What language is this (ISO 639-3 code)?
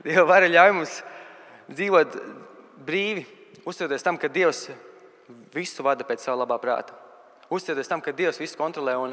lav